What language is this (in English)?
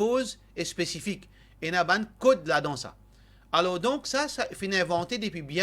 Morisyen